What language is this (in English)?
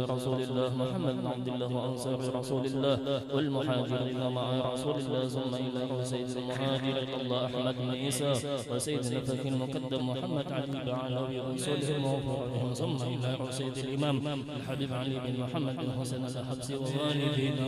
Banjar